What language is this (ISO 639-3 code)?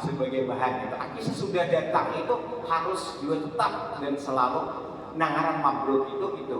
bjn